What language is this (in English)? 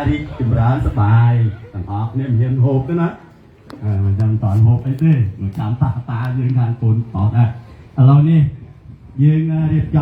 Khmer